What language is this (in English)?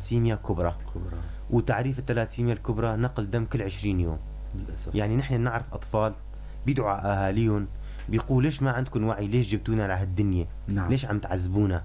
North Levantine Arabic